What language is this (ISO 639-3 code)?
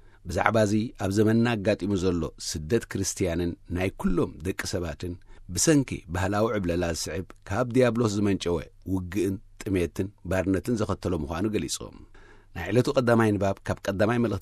tir